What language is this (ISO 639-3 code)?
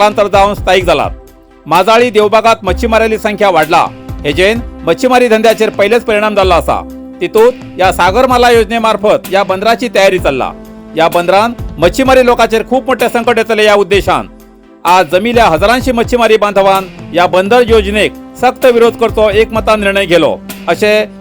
kok